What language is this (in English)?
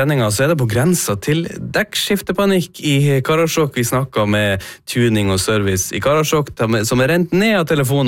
Norwegian